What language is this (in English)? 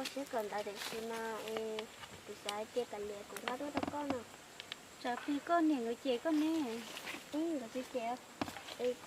Hmong